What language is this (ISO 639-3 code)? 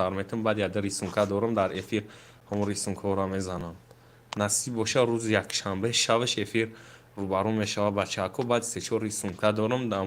tgk